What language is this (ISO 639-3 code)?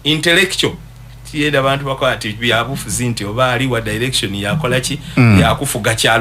lug